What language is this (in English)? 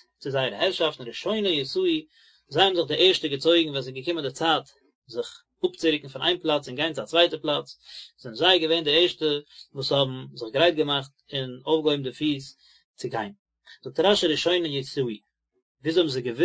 Yiddish